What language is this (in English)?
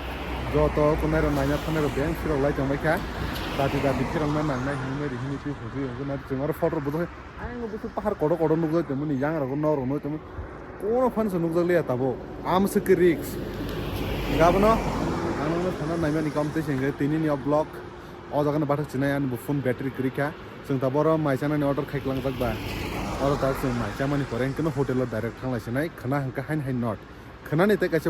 Kok Borok